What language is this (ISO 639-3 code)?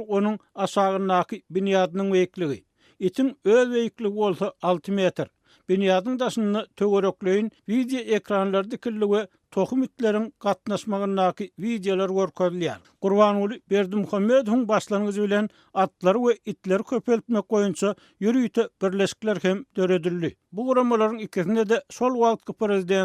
tuk